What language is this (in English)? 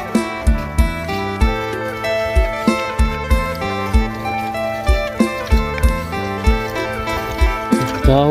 Northeastern Thai